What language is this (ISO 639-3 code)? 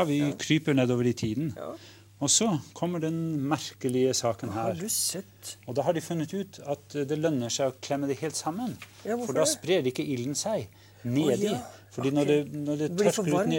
nor